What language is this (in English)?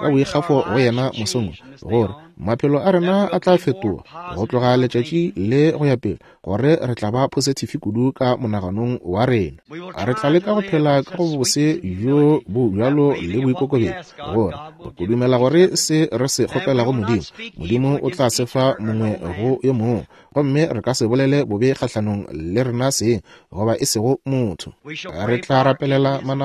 Northern Sotho